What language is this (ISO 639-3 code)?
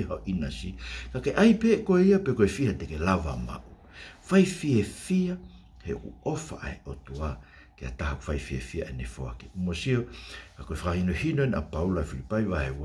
ton